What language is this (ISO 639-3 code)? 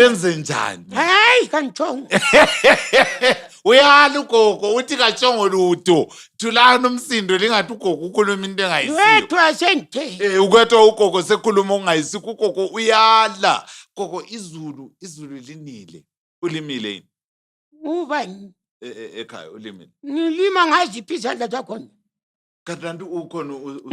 nde